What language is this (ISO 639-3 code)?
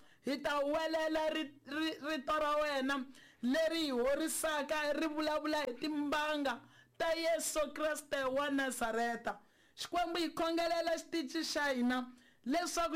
tso